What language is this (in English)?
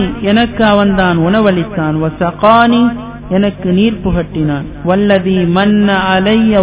Tamil